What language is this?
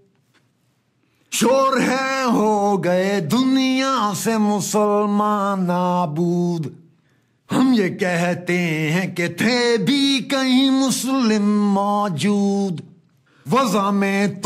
Urdu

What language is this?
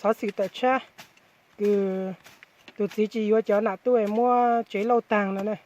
Hmong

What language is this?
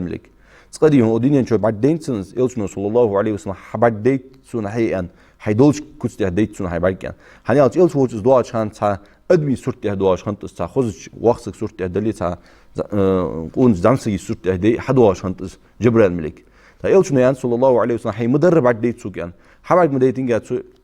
Ingush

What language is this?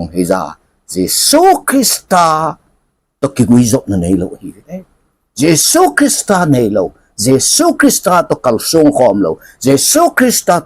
Thado Chin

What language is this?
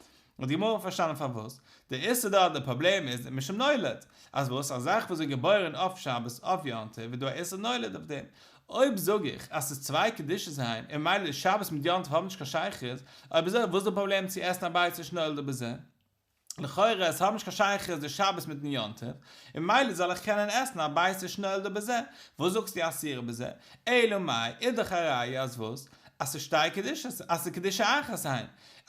Yiddish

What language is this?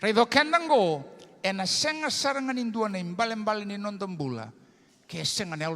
Fijian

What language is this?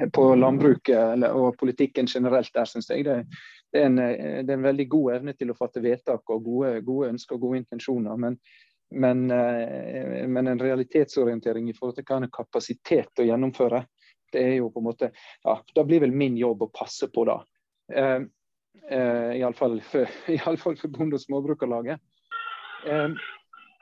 Norwegian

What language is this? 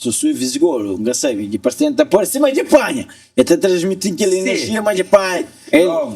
Kabuverdianu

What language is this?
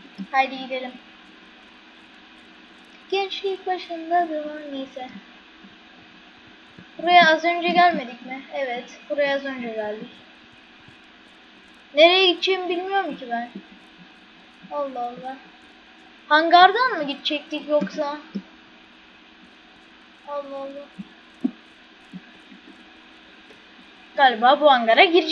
Turkish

